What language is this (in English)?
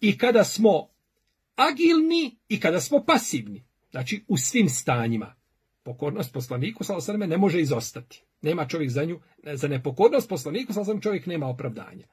Bosnian